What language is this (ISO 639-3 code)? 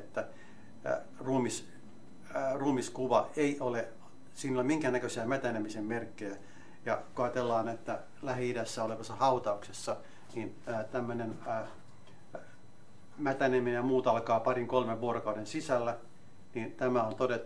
fin